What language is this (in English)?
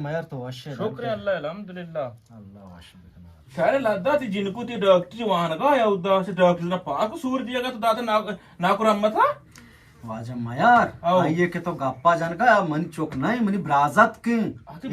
Eastern Balochi